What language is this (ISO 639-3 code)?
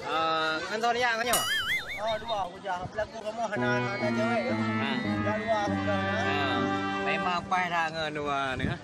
ace